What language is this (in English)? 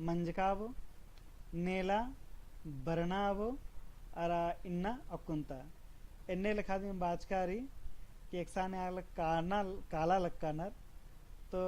Kurukh